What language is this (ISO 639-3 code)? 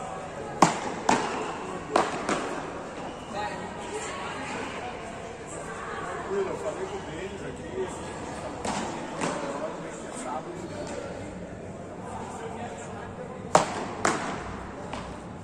por